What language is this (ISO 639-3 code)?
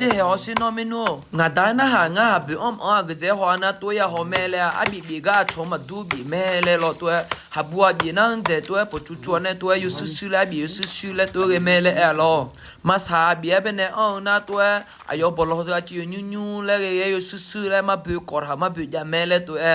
ahk